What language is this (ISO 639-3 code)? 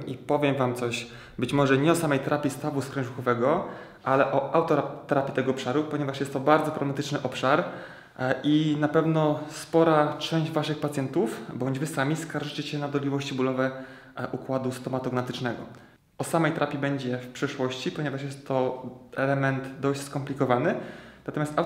pol